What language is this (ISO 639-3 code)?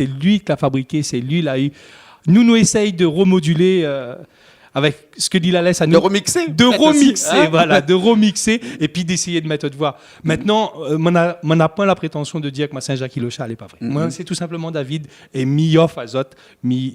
rcf